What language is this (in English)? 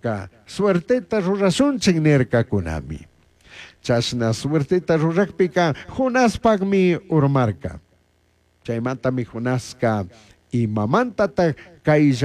Chimborazo Highland Quichua